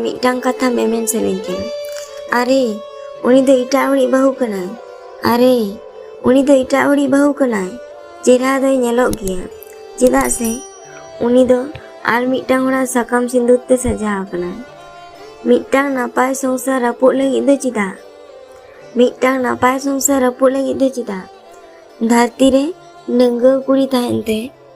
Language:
Santali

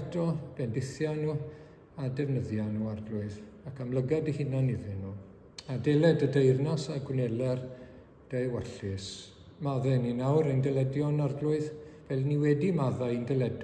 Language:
Welsh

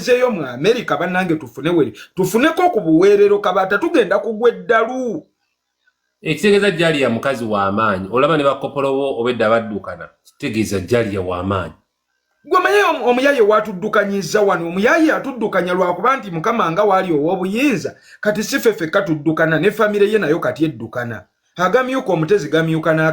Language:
Ganda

